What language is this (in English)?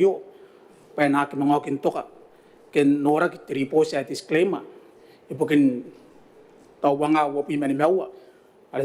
Gilbertese